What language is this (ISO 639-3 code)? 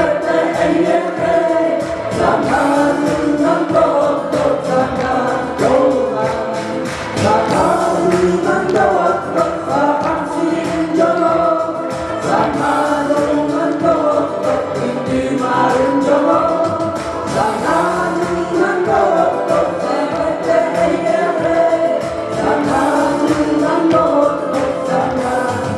sah